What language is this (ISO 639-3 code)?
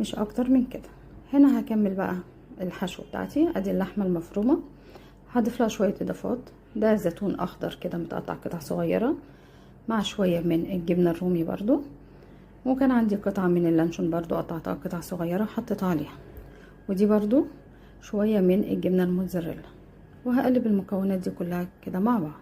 arz